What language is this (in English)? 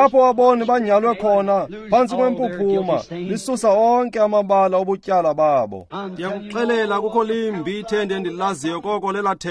Xhosa